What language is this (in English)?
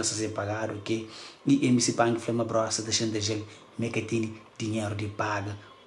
Kabuverdianu